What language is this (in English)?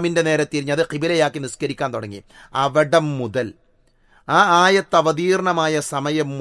Malayalam